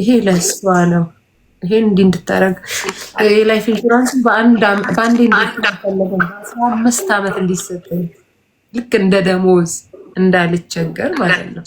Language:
Amharic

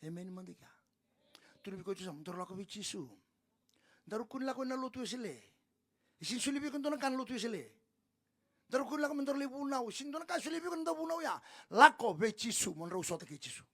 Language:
Fijian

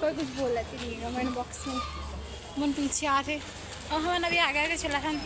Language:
Chhattisgarhi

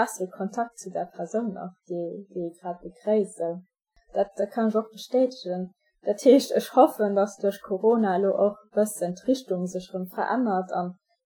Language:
Luxembourgish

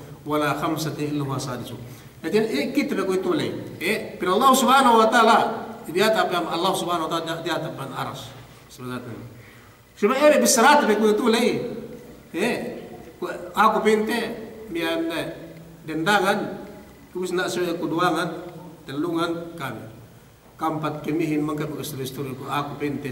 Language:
Yakan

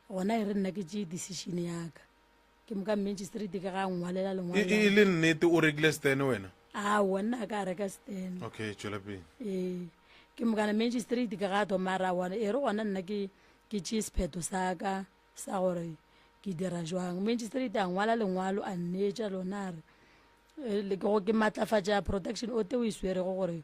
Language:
Northern Sotho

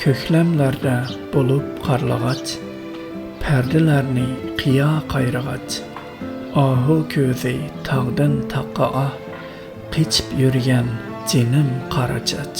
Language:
Uyghur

